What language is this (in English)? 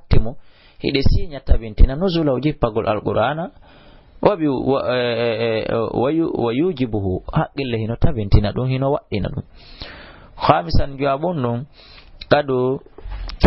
Fula